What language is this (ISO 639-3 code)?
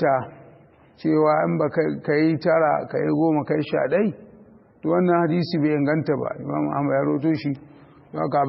hau